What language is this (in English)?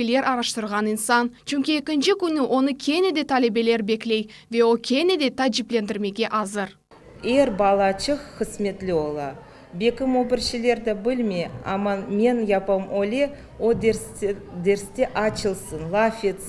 Crimean Tatar